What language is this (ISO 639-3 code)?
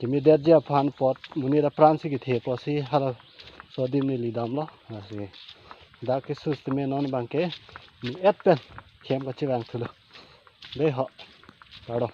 mjw